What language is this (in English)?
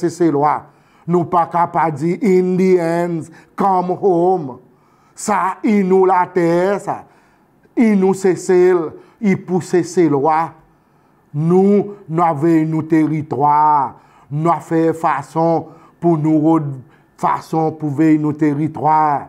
Seselwa Creole French